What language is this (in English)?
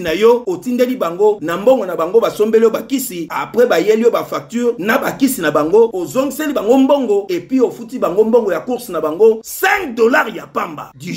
Lingala